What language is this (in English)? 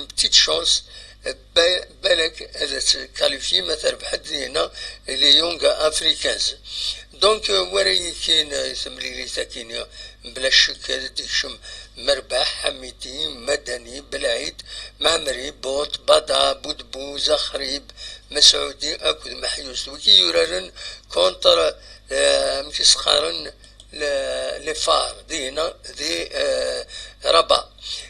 Kabyle